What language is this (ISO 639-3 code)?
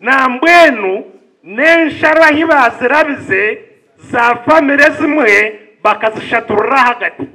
nyn